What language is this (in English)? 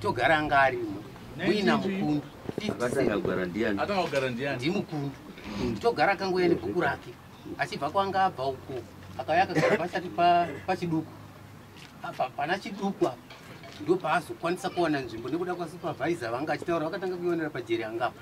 Shona